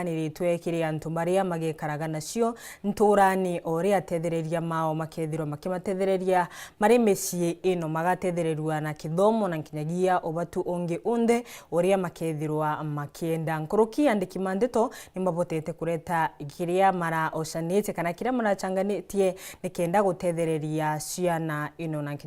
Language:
Meru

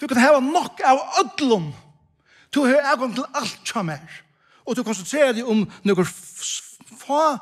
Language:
Faroese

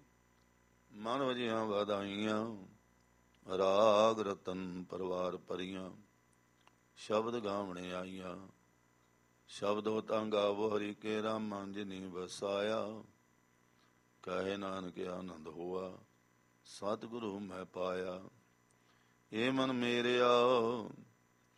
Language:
Punjabi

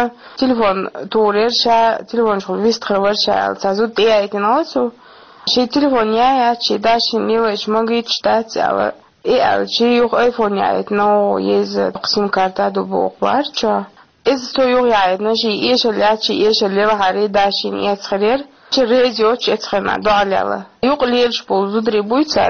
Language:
Chechen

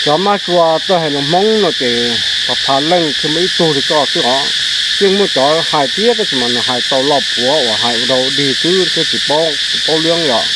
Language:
Hmong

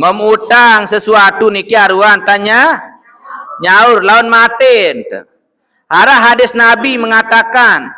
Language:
Sasak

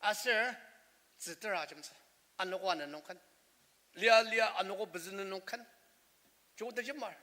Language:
Ao Naga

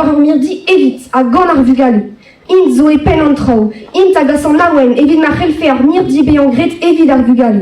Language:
Breton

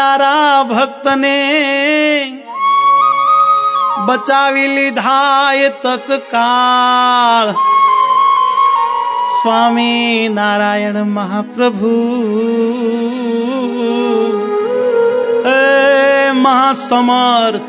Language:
Gujarati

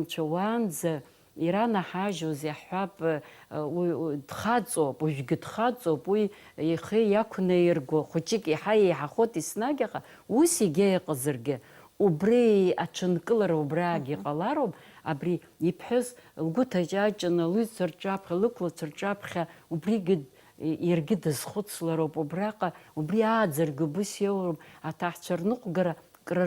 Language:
Abkhazian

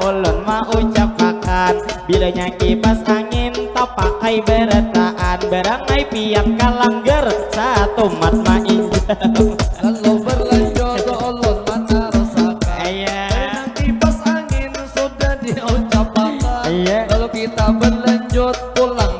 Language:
Banjar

